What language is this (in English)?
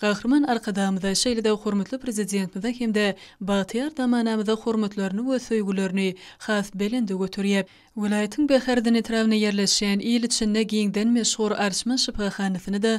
Turkmen